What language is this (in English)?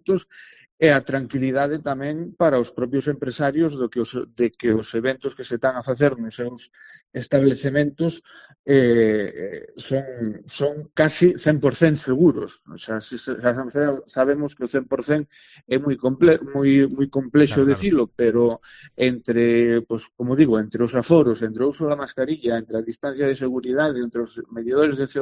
Galician